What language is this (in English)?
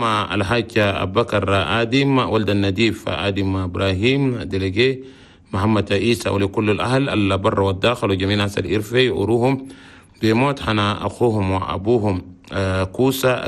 Chadian Arabic